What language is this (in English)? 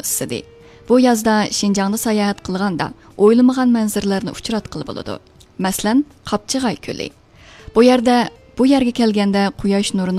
Uyghur